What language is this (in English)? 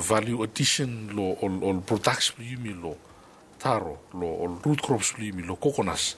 Bislama